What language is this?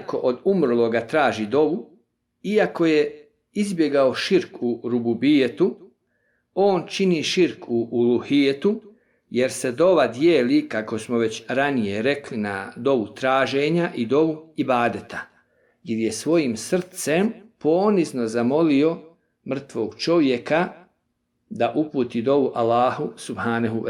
Bosnian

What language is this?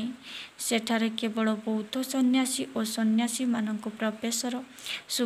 Odia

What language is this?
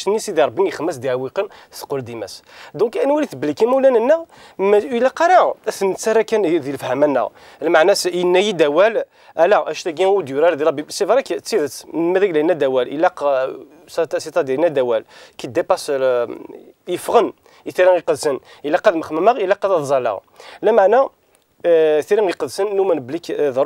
Kabyle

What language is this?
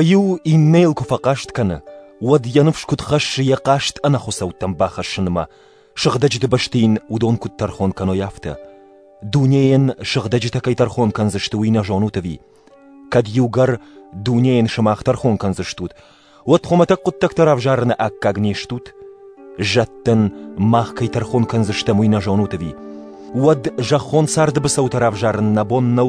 Ossetic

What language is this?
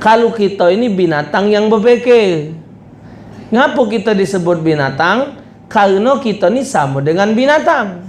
Musi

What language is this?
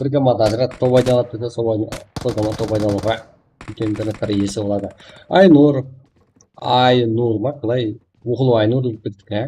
Kara-Kalpak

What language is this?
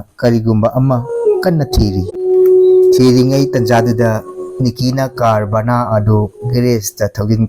Manipuri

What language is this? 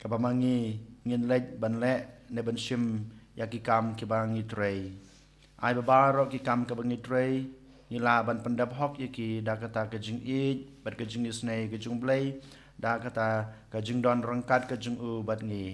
Khasi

